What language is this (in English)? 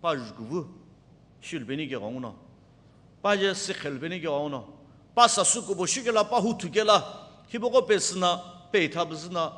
Sumi Naga